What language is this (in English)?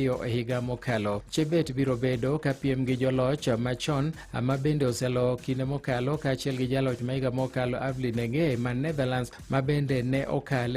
Luo (Kenya and Tanzania)